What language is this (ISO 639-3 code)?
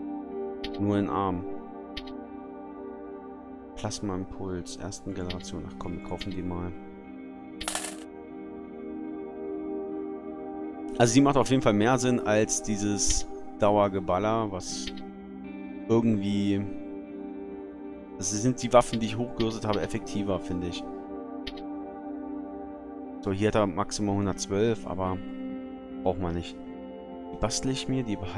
deu